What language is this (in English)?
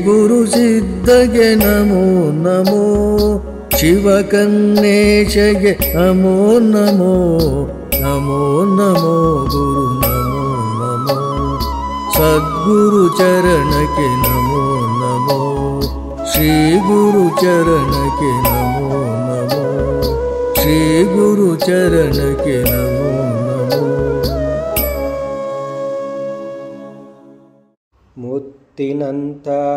Kannada